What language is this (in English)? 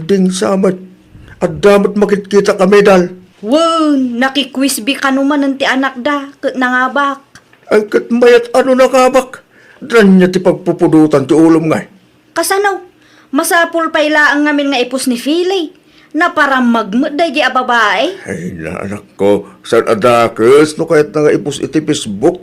Iloko